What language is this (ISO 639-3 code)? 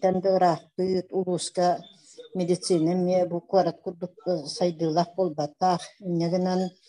sah